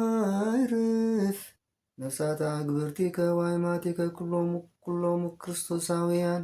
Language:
Amharic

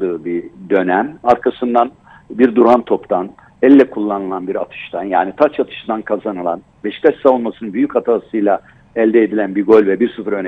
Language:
Turkish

